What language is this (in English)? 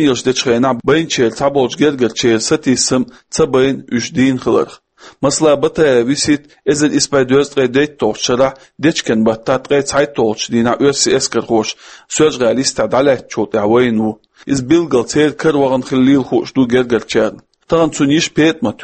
Chechen